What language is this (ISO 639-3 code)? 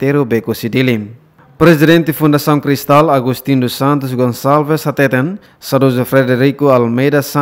tet